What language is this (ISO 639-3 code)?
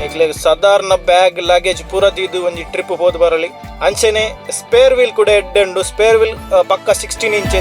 tcy